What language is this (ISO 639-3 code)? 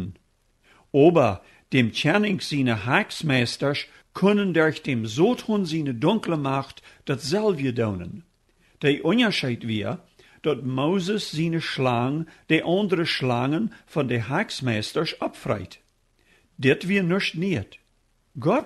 pdt